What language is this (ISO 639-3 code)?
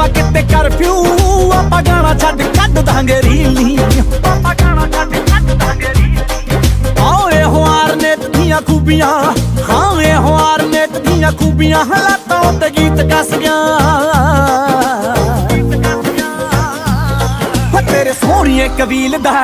pan